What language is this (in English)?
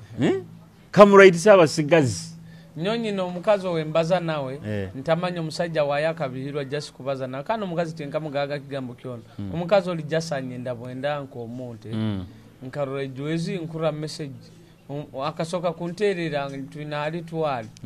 Nyoro